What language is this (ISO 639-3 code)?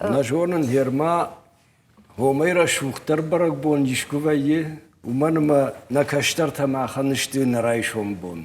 oss